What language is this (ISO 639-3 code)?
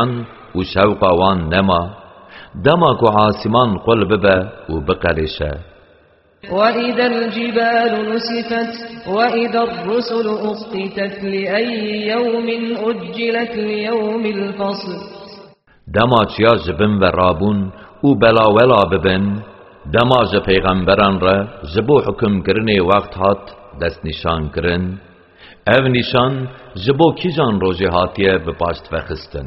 kur